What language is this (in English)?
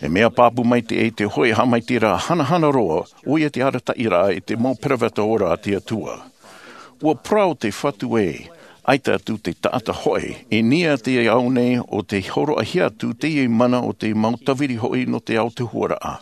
Tahitian